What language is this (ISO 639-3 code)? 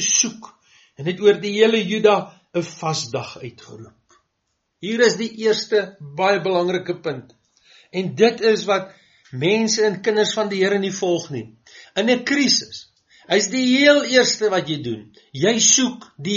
afr